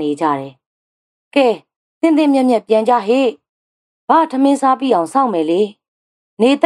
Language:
Burmese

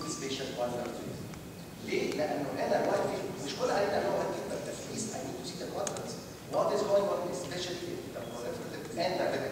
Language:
Egyptian Arabic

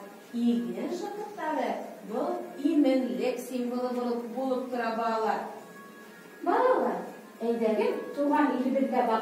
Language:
Bashkir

